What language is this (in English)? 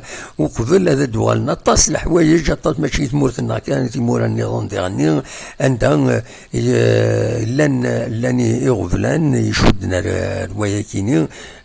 Kabyle